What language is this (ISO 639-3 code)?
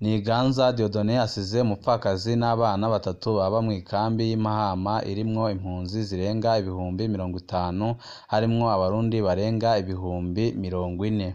run